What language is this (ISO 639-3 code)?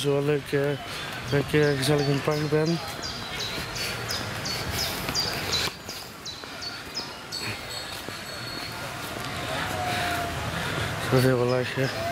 nld